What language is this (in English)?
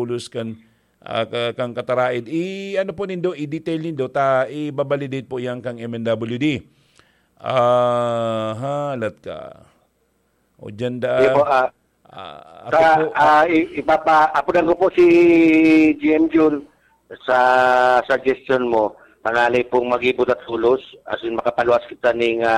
Bikol